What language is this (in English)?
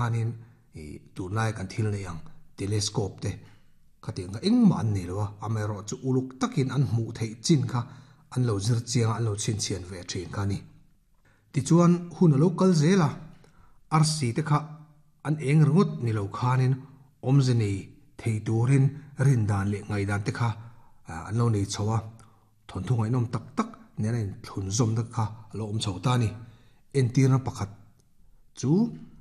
Mizo